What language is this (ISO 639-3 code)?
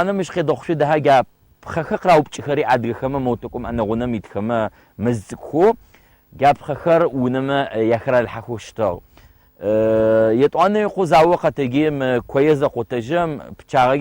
ady